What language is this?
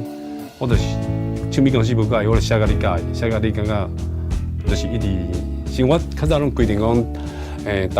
Min Nan Chinese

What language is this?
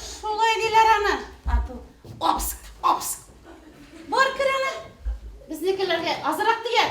Bashkir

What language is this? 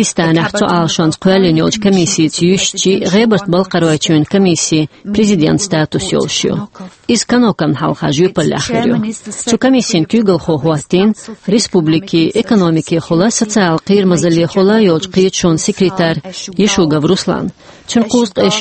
Chechen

